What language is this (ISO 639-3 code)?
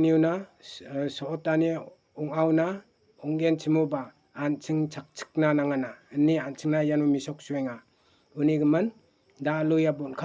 grt